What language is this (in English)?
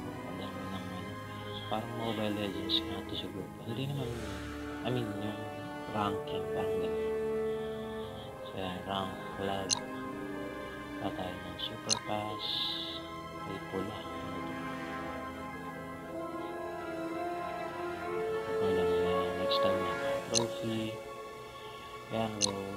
Filipino